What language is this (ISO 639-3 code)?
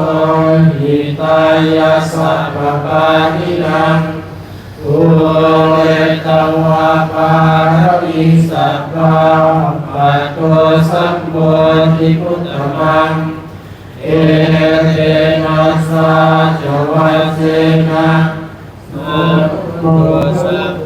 pli